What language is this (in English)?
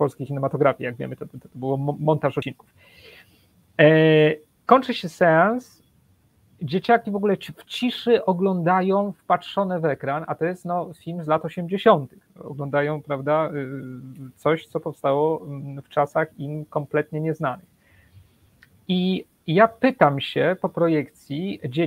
Polish